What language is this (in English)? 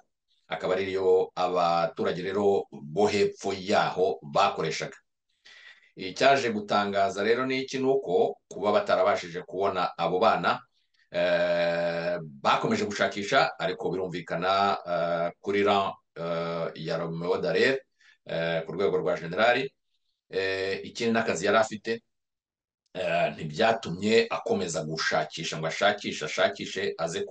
Kinyarwanda